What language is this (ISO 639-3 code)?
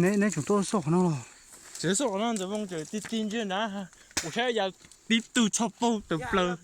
hmn